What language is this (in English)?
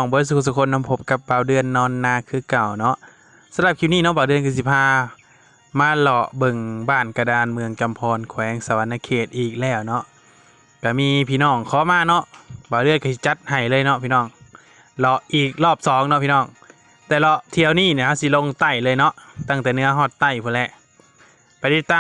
Lao